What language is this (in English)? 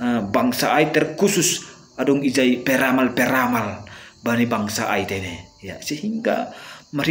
Batak Simalungun